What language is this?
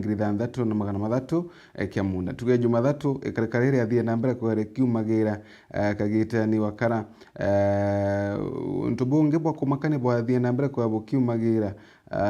Meru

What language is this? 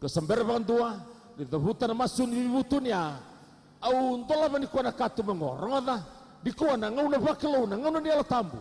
Fijian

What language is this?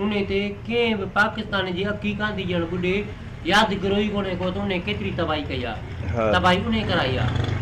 Sindhi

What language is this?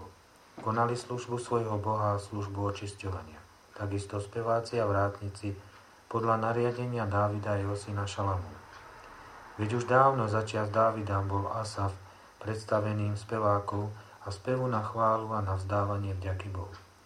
Slovak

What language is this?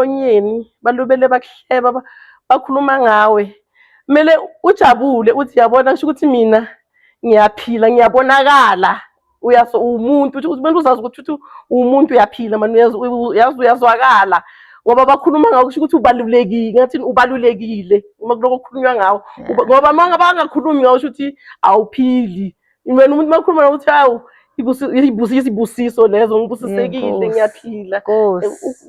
Zulu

